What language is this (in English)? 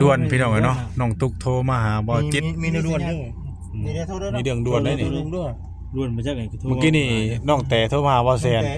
Northeastern Thai